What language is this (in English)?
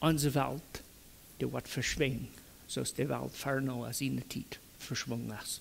Plautdietsch